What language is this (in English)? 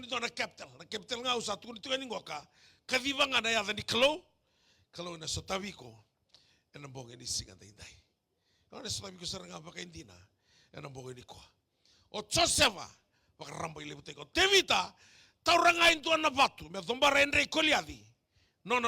Fijian